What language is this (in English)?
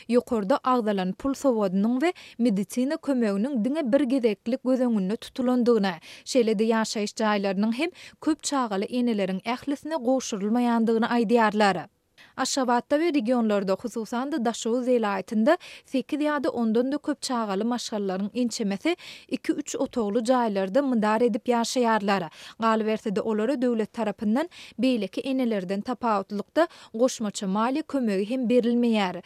Turkmen